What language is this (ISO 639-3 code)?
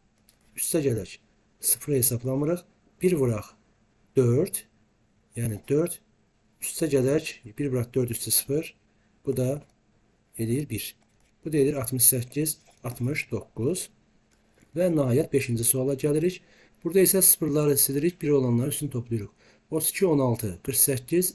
aze